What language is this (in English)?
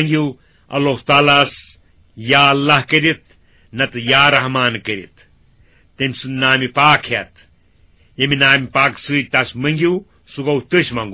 Kashmiri